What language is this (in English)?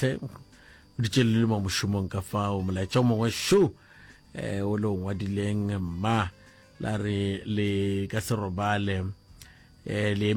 Northern Sotho